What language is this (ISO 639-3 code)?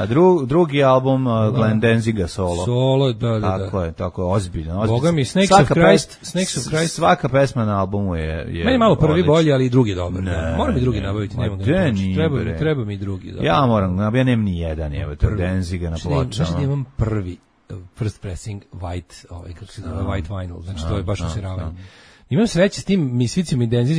srp